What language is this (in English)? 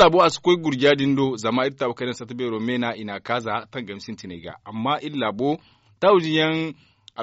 Zarma